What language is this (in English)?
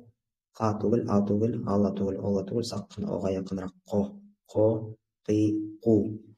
Bashkir